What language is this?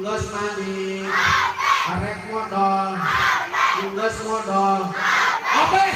Sundanese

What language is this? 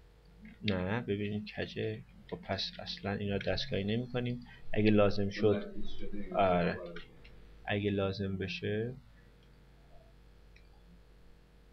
Persian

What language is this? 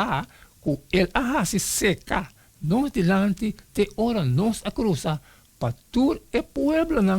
Papiamento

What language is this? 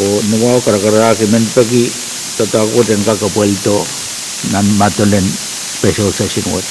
Pohnpeian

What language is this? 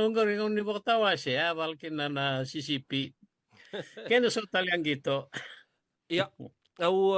Fijian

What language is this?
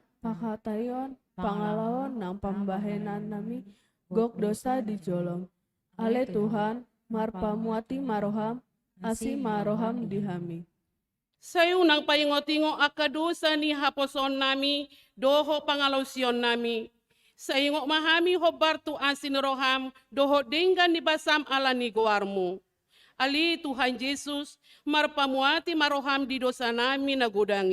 Batak Toba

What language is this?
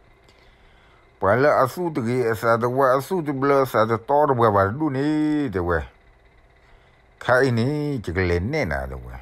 S'gaw Karen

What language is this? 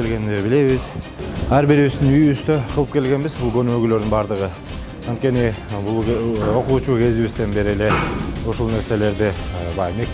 Kyrgyz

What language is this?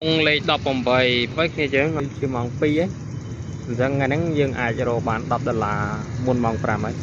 Khmer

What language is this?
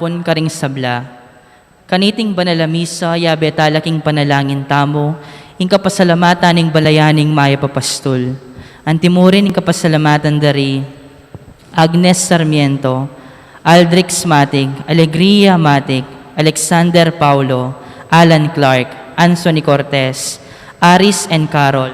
Pampanga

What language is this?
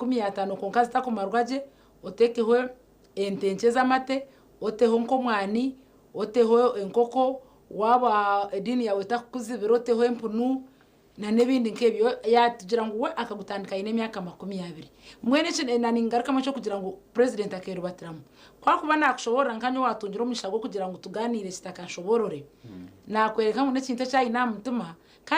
Nyankole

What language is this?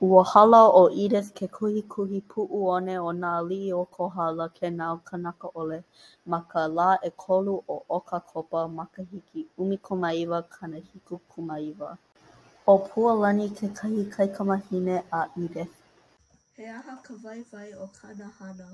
Hawaiian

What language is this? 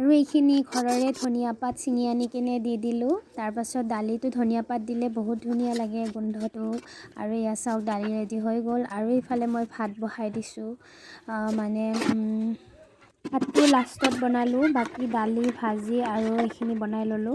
Assamese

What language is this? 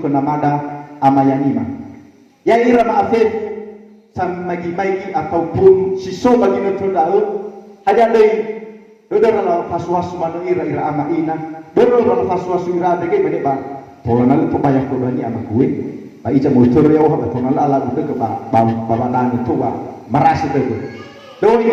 Nias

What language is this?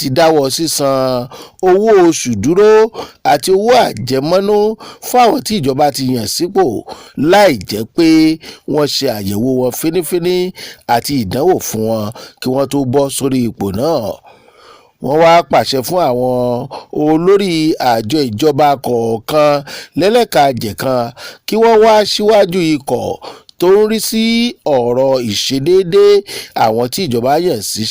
Yoruba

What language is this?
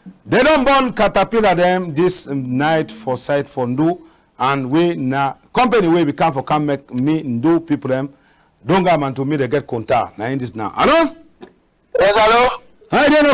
Cameroon Pidgin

